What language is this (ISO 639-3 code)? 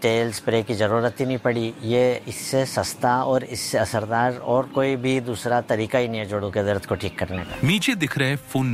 hin